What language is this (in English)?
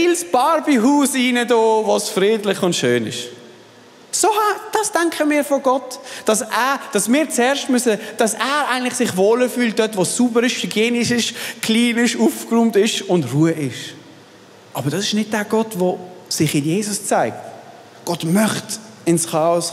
Swiss German